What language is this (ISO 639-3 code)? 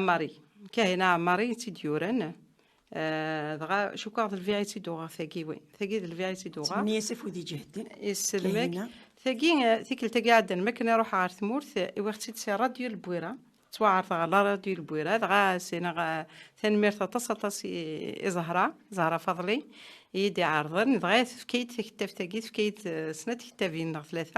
kab